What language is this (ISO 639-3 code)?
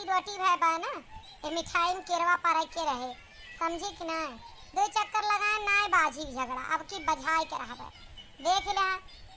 awa